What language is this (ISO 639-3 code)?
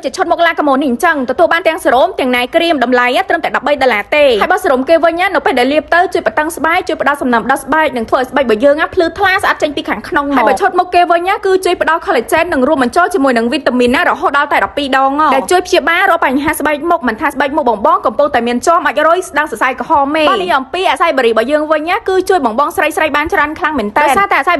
khm